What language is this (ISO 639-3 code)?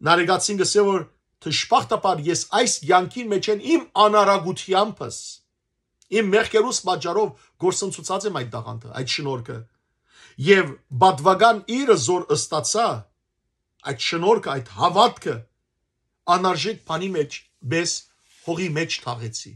hyw